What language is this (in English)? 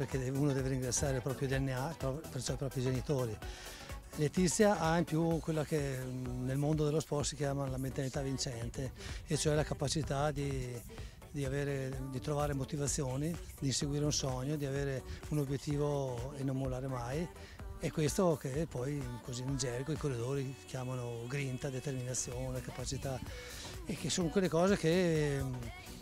Italian